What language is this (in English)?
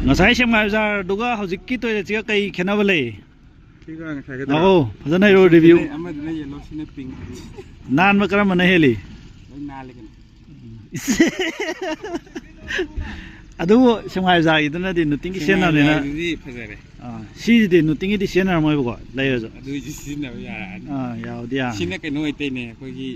Manipuri